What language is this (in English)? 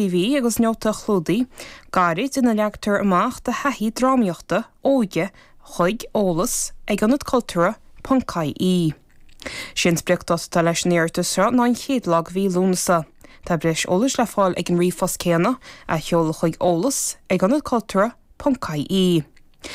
Irish